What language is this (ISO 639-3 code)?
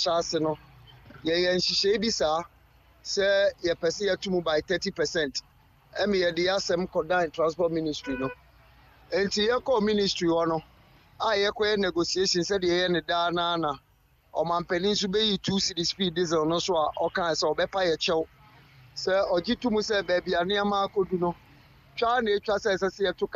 aka